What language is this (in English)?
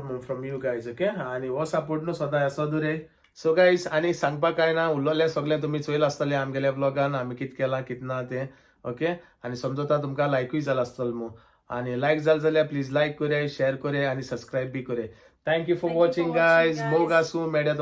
Konkani